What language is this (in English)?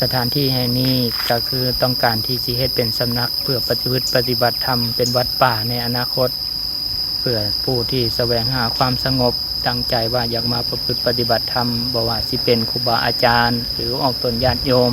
Lao